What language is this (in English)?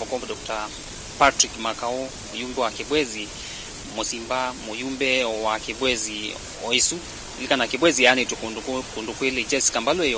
Kamba